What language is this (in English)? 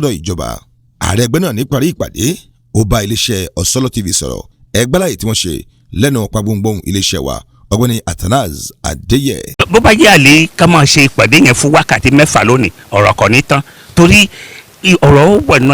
Yoruba